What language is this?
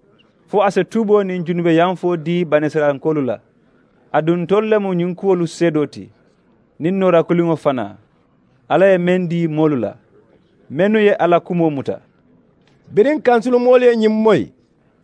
Mandingo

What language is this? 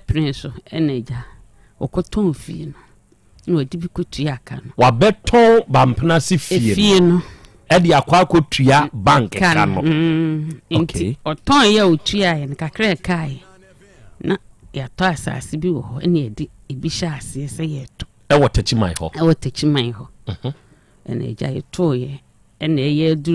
Akan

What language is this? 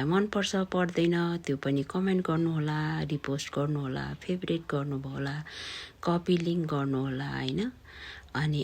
Nepali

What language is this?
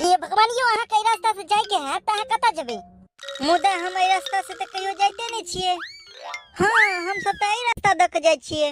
Maithili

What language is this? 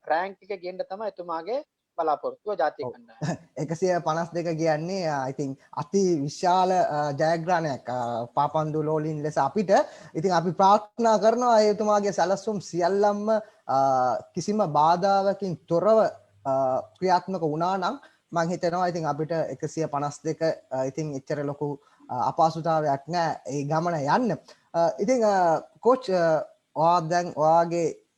Sinhala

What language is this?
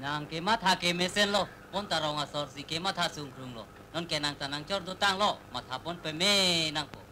Karbi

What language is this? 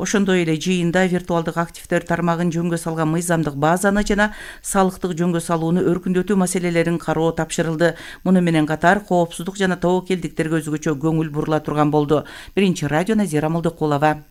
Kyrgyz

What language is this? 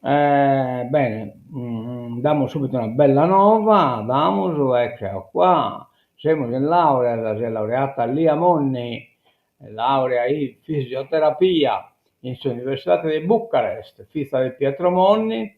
Sardinian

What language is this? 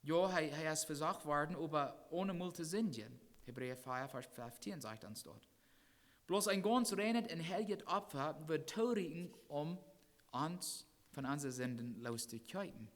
Plautdietsch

